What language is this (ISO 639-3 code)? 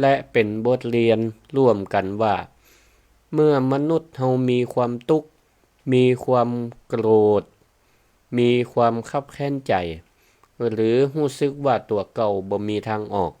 nod